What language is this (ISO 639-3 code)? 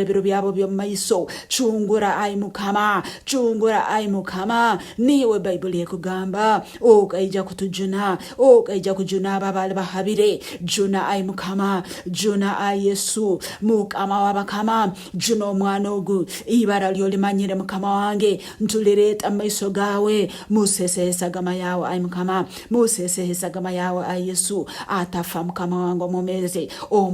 nyn